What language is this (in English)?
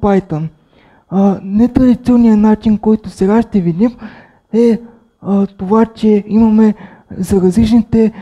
Bulgarian